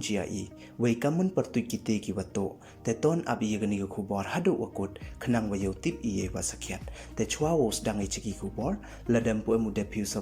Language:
Pnar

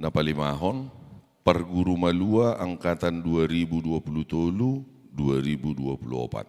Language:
Batak Toba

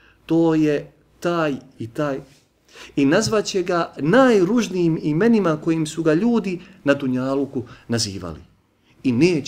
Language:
Bosnian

